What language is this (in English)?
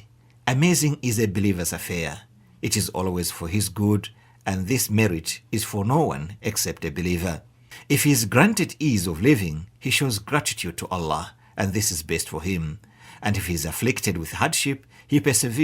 English